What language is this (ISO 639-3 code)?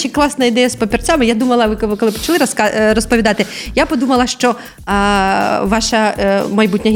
ukr